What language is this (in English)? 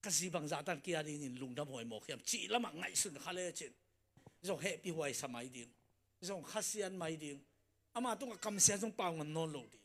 Tedim Chin